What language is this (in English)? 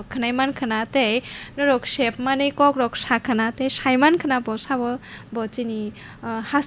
Kok Borok